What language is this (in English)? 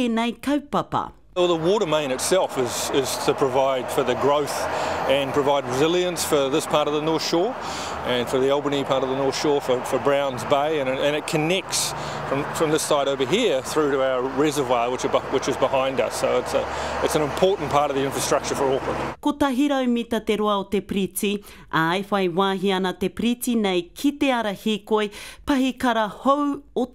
Māori